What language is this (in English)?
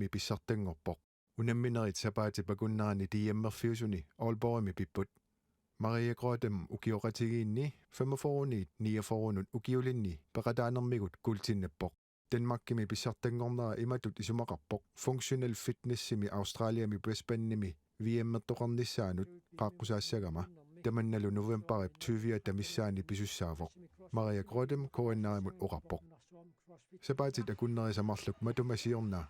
Kalaallisut